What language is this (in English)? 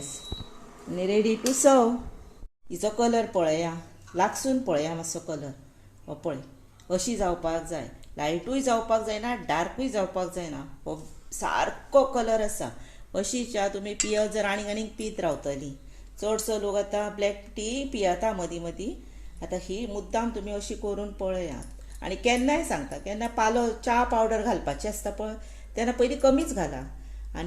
Konkani